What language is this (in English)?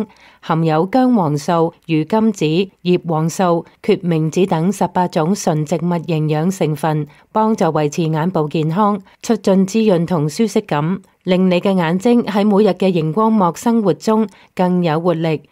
Cantonese